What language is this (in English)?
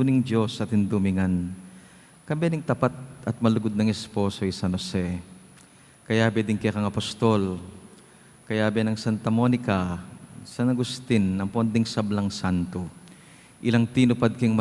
Pampanga